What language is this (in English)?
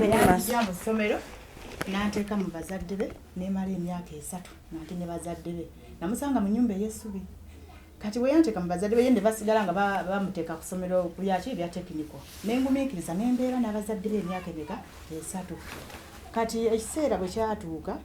Ganda